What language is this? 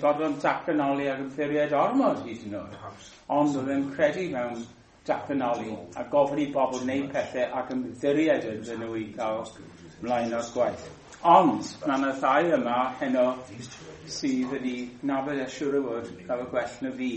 Welsh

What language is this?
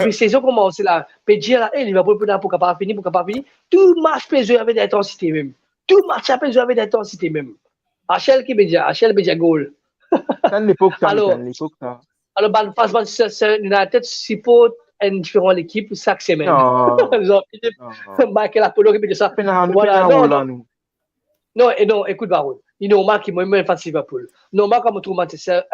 Morisyen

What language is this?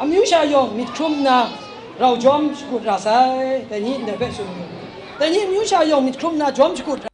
Kachin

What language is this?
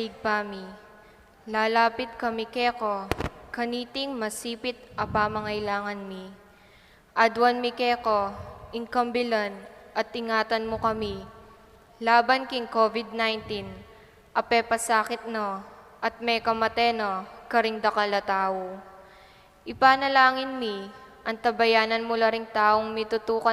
Pampanga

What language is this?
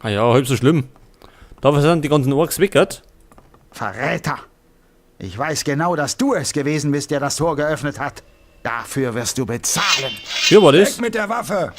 Bavarian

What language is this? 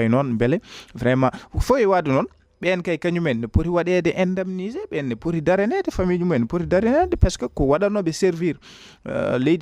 Fula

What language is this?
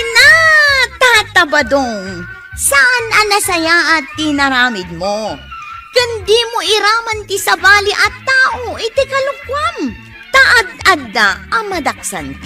Iloko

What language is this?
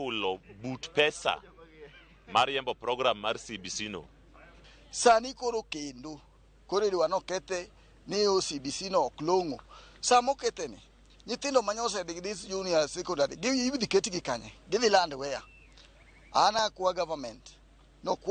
Luo (Kenya and Tanzania)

